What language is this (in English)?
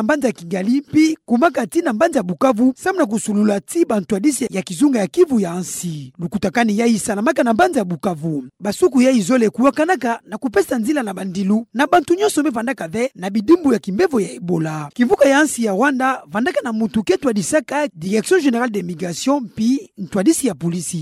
Kituba (Democratic Republic of Congo)